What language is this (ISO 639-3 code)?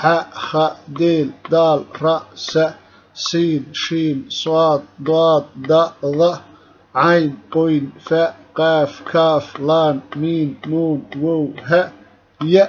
som